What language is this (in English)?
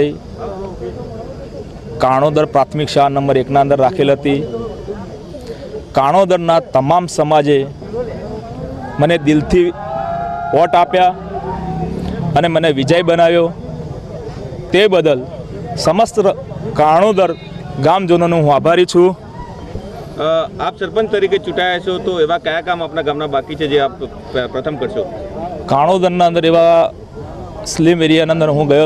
Gujarati